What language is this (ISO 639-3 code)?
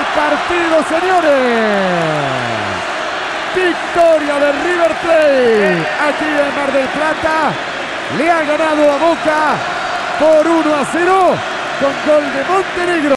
spa